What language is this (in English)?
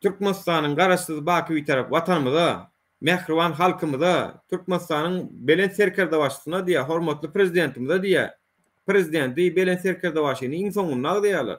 Turkmen